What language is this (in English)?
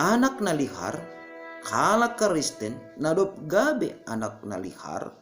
Batak Simalungun